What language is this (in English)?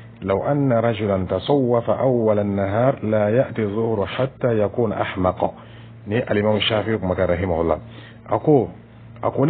Dyula